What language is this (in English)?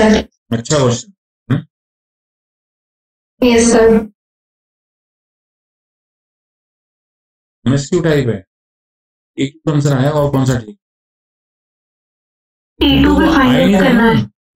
Hindi